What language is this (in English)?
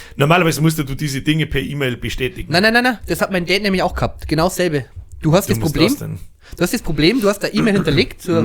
Bavarian